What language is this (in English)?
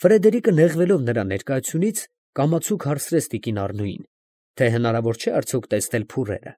Armenian